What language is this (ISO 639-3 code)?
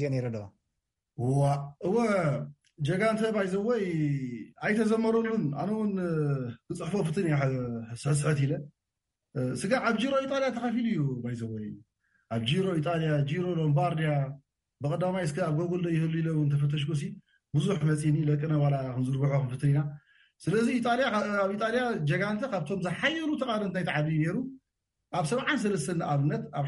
tir